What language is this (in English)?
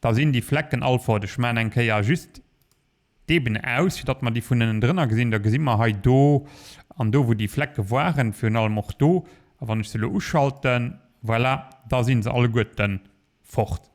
Luxembourgish